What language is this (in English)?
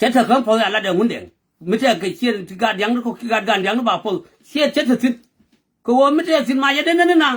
Nuer